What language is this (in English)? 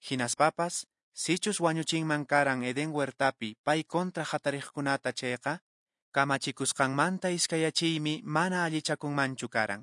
Quechua